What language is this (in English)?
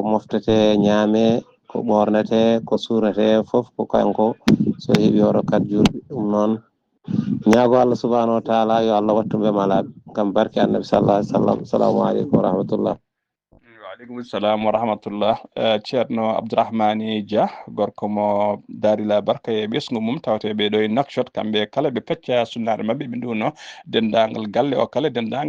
Fula